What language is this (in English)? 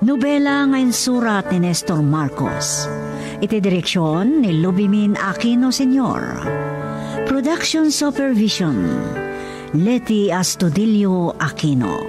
Iloko